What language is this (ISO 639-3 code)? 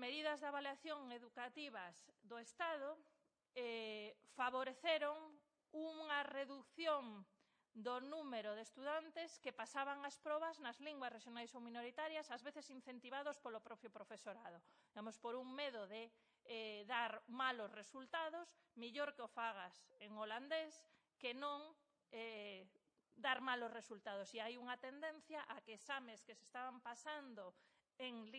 glg